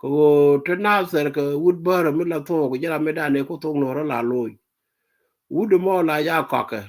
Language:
Nuer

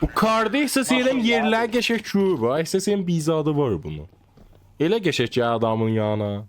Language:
South Azerbaijani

